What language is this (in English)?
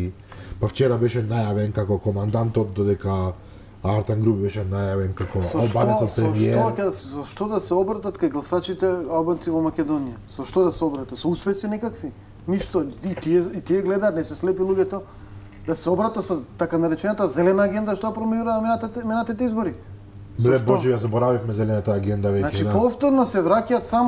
Macedonian